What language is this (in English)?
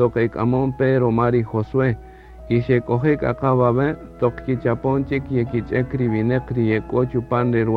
Kaqchikel